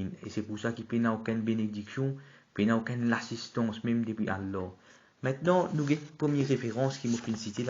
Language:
Morisyen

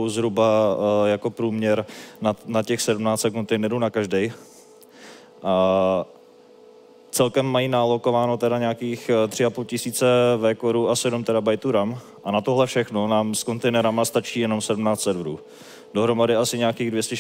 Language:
Czech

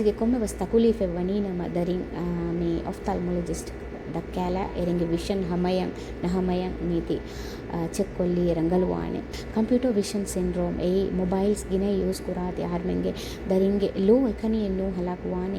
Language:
Divehi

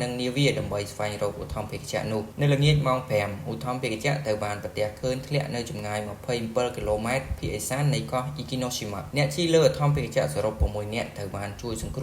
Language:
Khmer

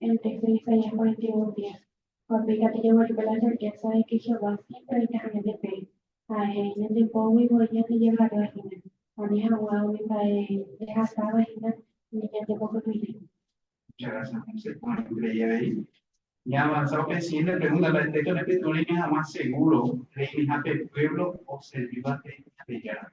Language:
Guarani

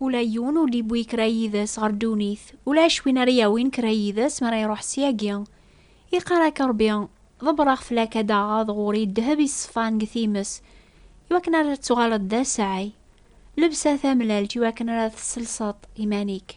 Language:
Kabyle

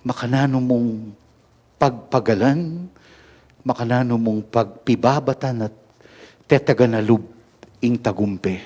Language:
Pampanga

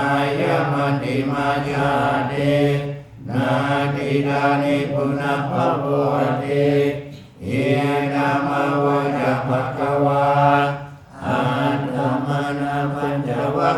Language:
Pali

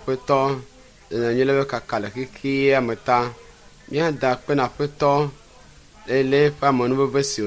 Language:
Ewe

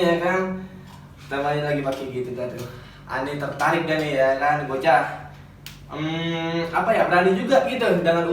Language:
Betawi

